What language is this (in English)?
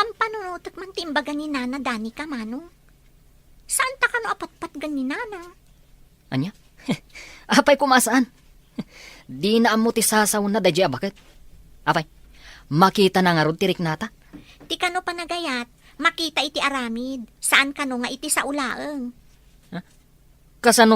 Iloko